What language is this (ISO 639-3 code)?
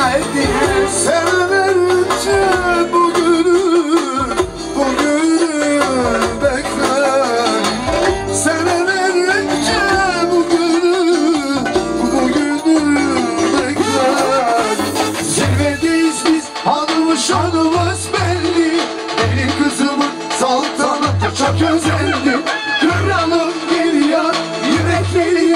tur